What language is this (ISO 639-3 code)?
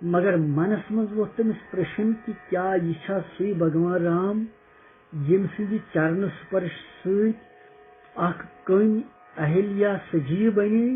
kas